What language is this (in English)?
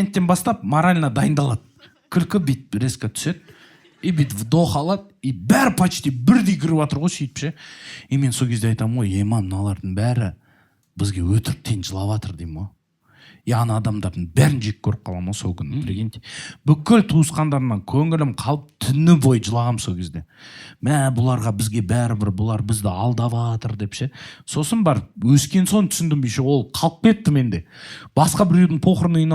Kazakh